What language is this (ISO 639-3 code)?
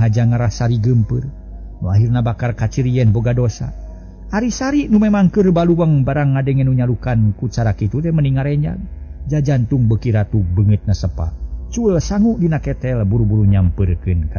sun